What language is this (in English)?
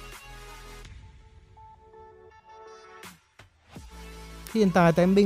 Vietnamese